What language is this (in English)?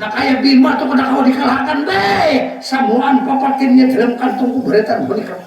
Banjar